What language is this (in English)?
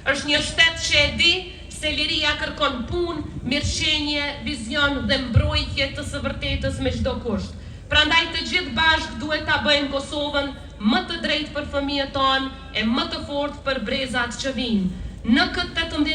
Albanian